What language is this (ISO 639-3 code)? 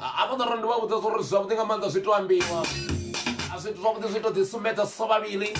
ven